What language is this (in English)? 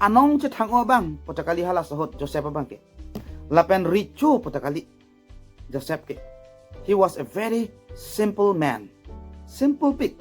Karbi